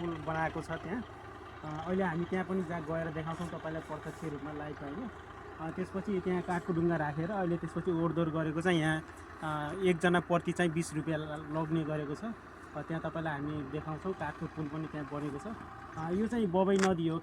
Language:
Nepali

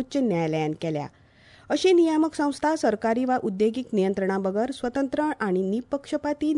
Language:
Konkani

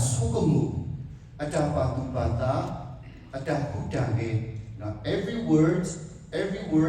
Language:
S'gaw Karen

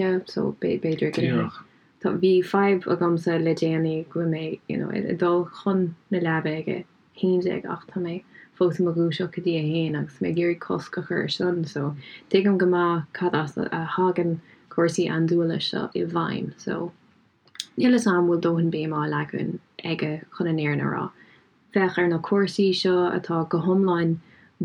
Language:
Irish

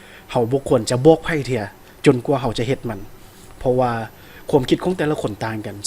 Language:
Lao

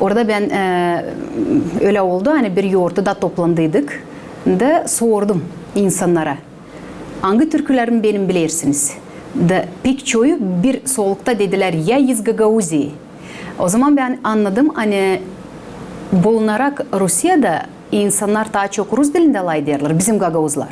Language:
Gagauz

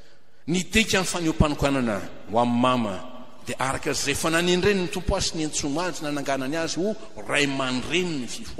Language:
Malagasy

